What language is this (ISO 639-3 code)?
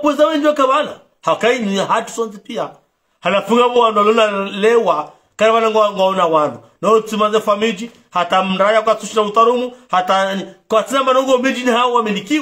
zdj